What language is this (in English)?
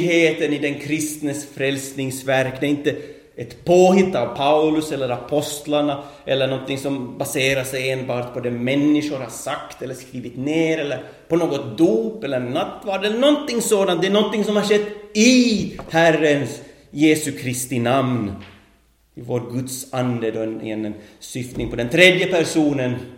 Swedish